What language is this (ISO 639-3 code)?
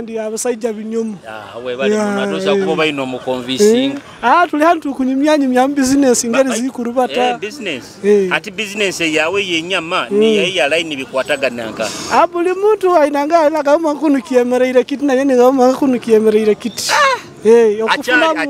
nyo